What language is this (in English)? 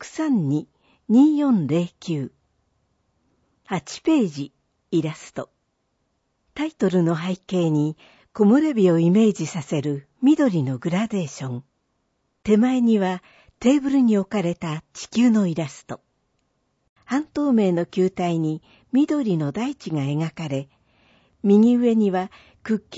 Japanese